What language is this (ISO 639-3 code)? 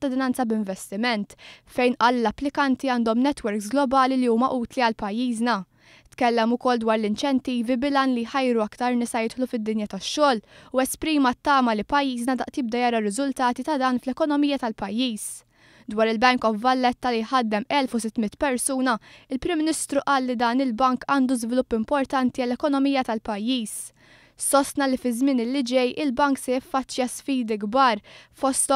mlt